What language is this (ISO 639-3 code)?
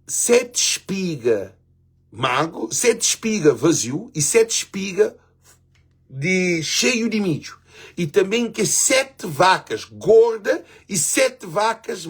kea